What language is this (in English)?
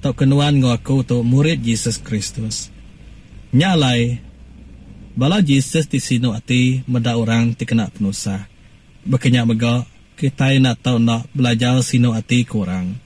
Iban